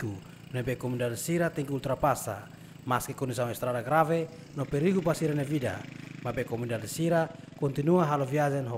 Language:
Tetum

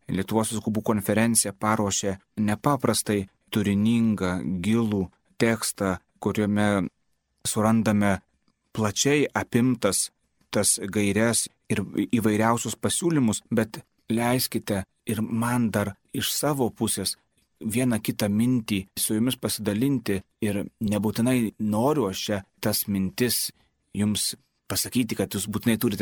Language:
Lithuanian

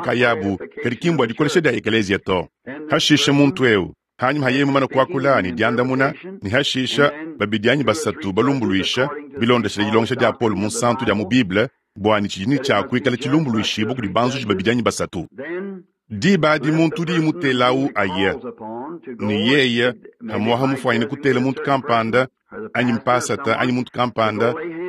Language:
Luba-Lulua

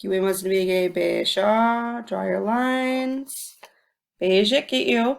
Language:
Chippewa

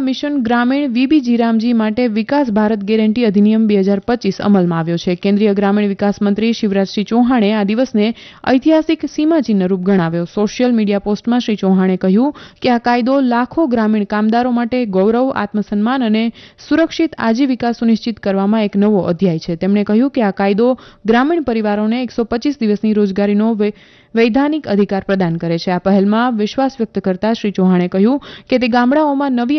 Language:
Gujarati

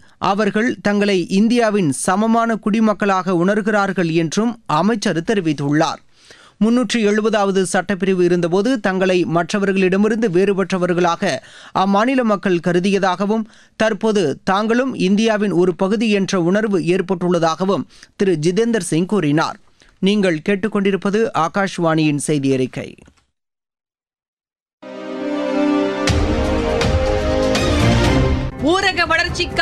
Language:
Tamil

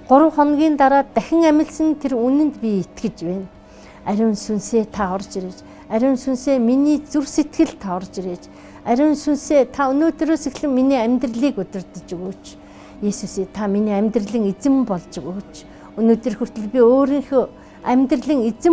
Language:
Mongolian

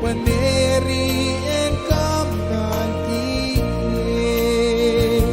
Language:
Pohnpeian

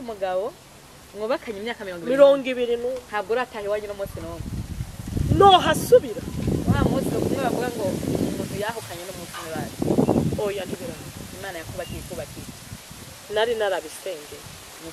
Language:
Rundi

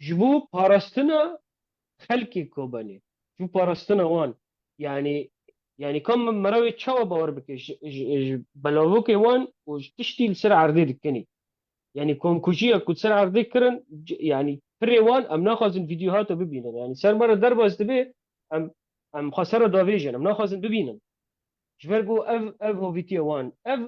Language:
Kurdish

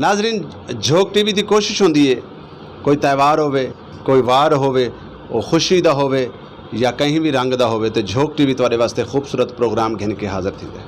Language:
Saraiki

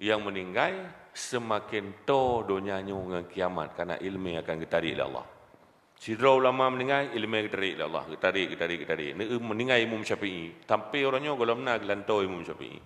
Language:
Achinese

